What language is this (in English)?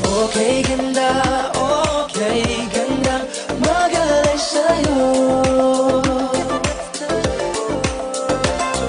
Filipino